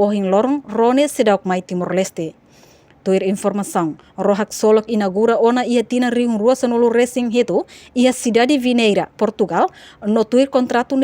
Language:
Tetum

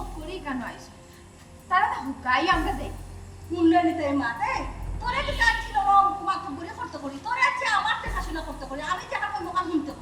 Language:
Sylheti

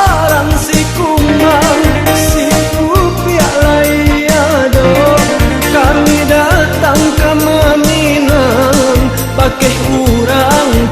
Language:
Minangkabau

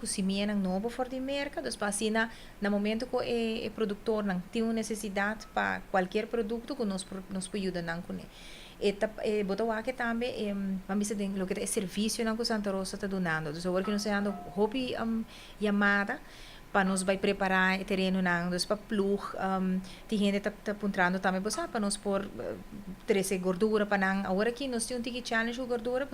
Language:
Papiamento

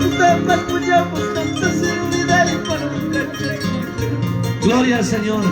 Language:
Ayacucho Quechua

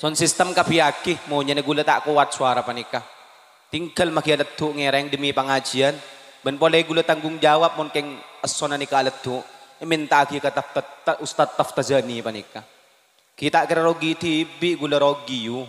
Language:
Madurese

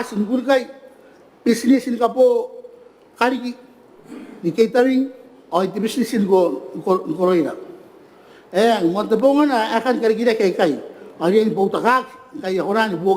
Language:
Gilbertese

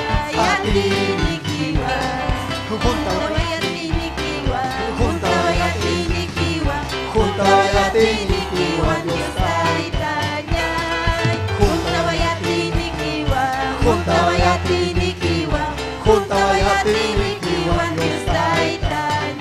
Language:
Ayacucho Quechua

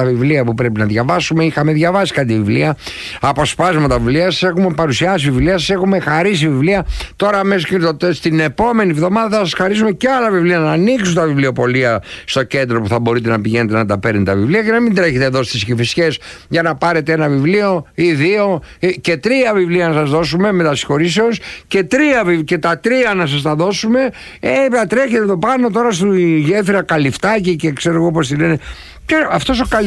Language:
Greek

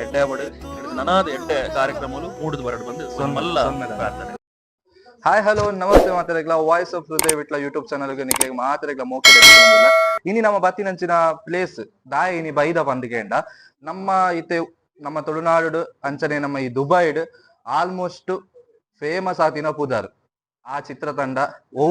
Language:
Tulu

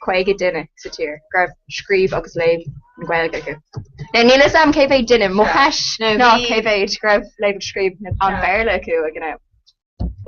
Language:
Irish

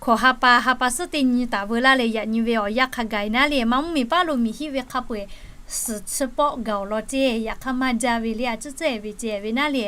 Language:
Lahu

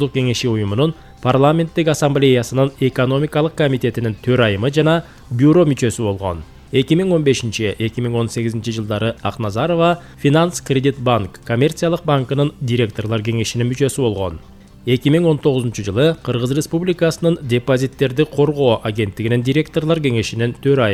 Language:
Kyrgyz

